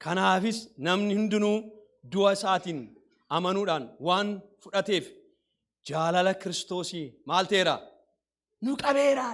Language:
Oromo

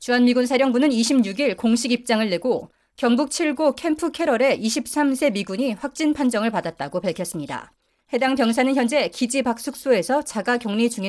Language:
Korean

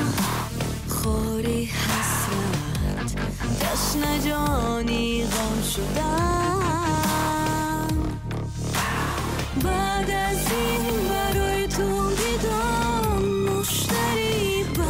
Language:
Persian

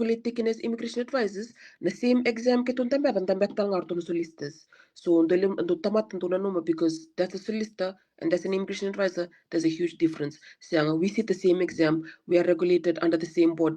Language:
Fijian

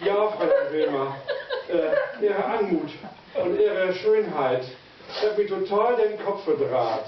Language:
Low German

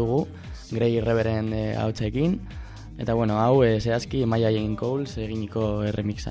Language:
Basque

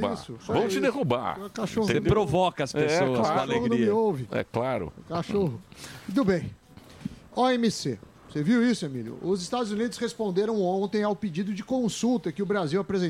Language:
Portuguese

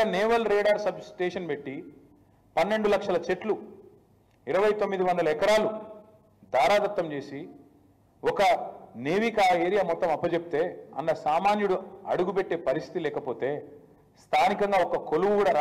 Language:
Telugu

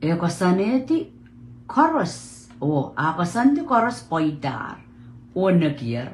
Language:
Pohnpeian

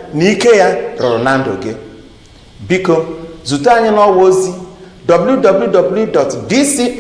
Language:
Igbo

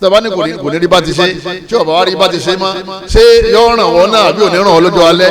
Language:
Yoruba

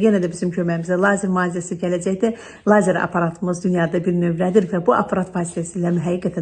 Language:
Azerbaijani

